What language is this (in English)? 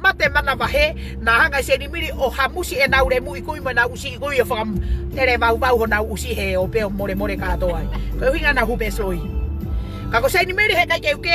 Tongan